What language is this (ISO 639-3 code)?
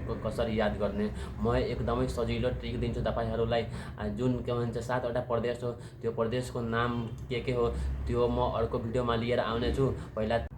nep